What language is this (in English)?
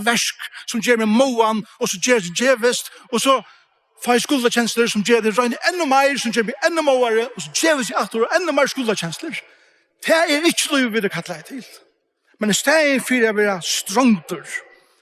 Faroese